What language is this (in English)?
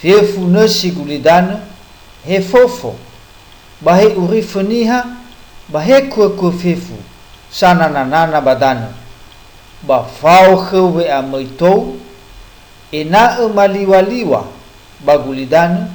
Nias